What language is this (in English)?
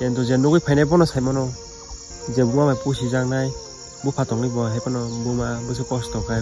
Kok Borok